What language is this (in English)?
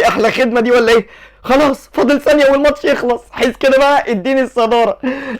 Egyptian Arabic